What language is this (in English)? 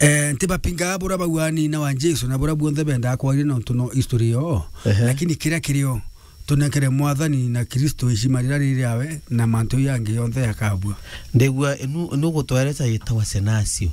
Meru